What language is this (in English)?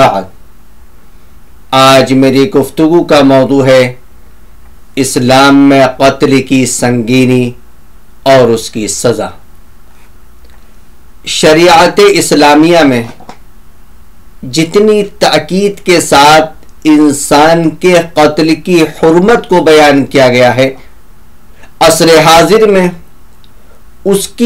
Urdu